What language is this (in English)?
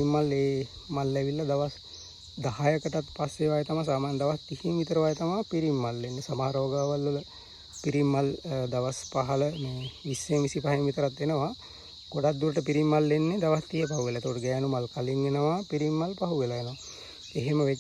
Sinhala